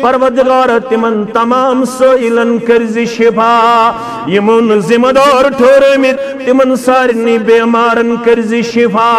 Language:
Kashmiri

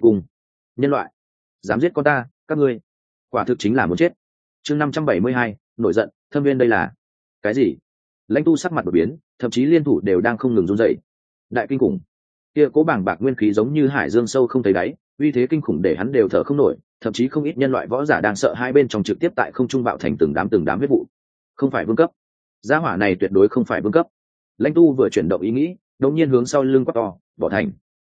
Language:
Vietnamese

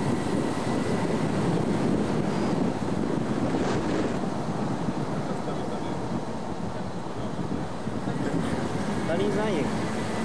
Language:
Czech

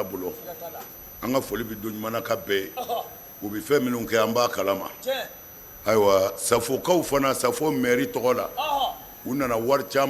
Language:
Bambara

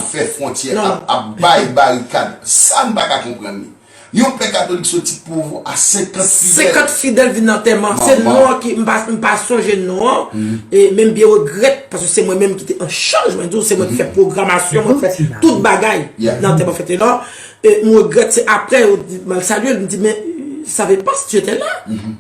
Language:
Haitian Creole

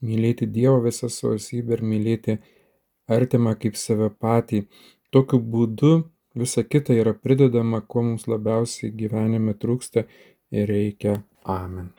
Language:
Lithuanian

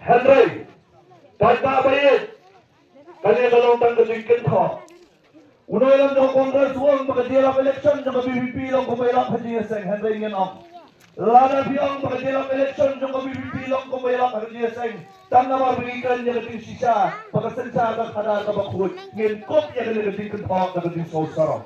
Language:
Khasi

